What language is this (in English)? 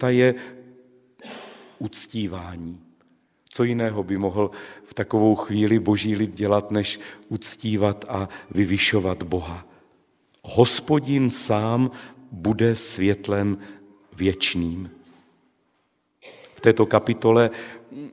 Czech